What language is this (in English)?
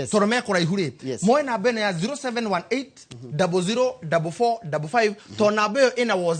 Kikuyu